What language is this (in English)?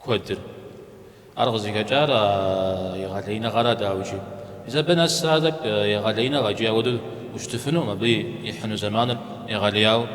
Kabardian